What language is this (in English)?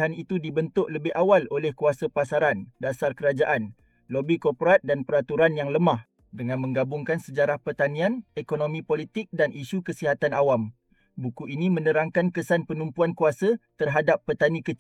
Malay